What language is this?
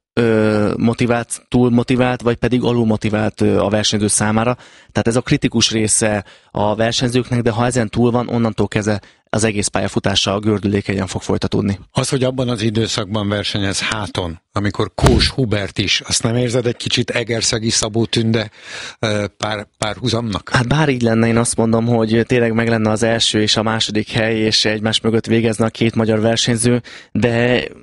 Hungarian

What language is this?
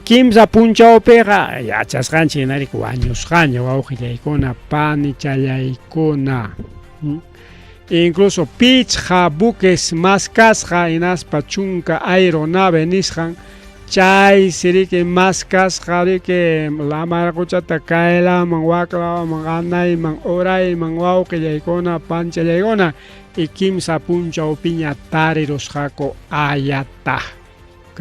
Ayacucho Quechua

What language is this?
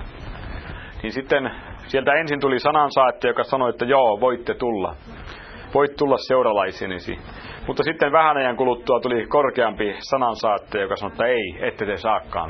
Finnish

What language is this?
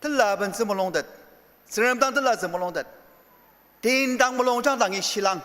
Ao Naga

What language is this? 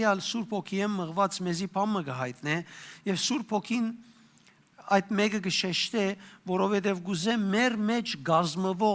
Western Armenian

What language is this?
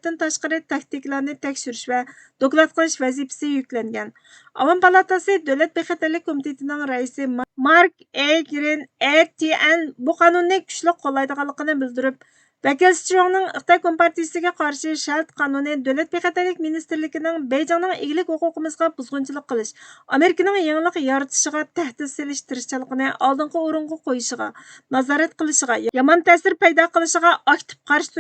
Uyghur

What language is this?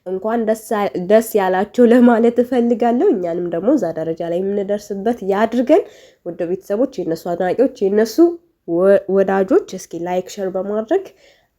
Amharic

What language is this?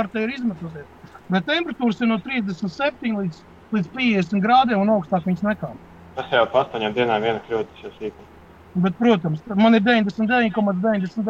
Latvian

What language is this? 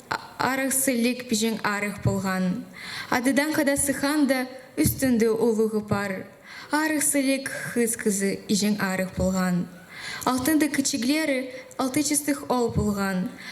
Khakas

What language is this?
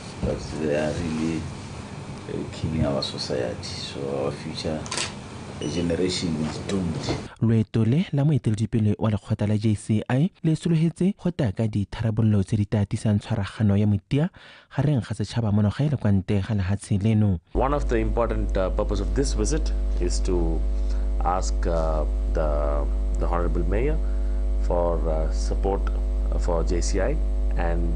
Tswana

